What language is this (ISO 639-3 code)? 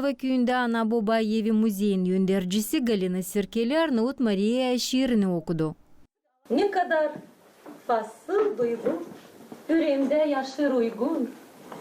gag